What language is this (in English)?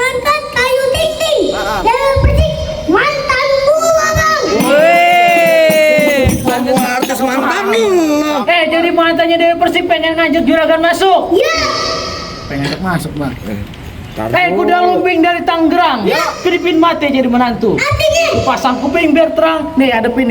Betawi